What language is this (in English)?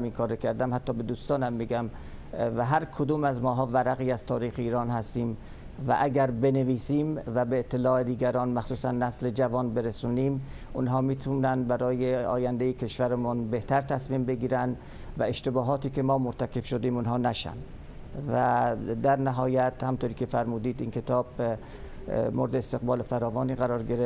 Persian